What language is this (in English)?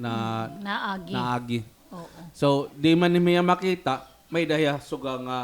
Waray